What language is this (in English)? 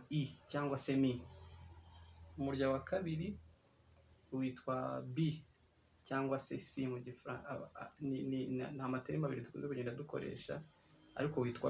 Kinyarwanda